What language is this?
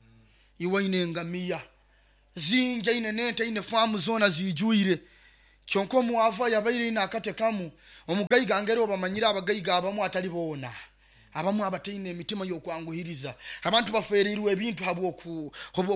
Nyoro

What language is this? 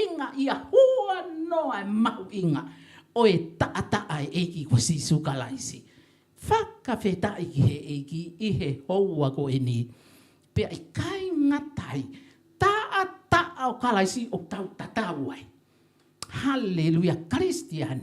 Tongan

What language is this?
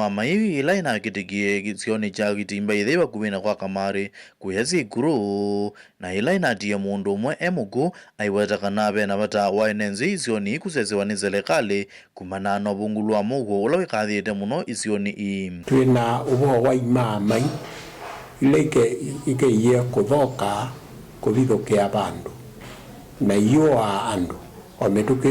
Kamba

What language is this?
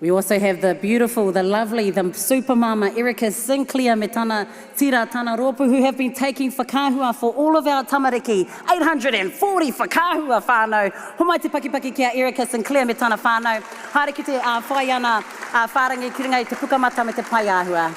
Māori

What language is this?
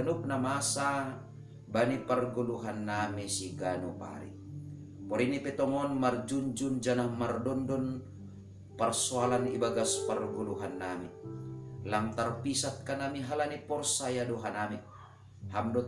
Batak Simalungun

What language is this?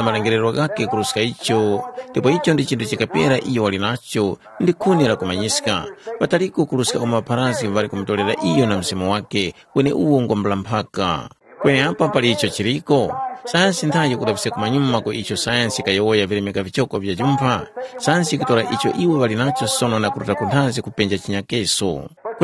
Tumbuka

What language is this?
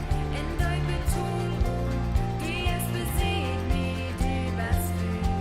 Plautdietsch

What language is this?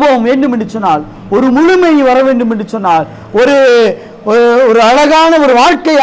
Tamil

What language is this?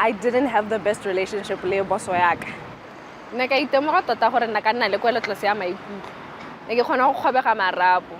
Tswana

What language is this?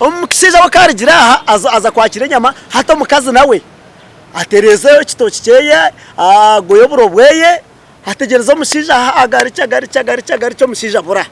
Nyankole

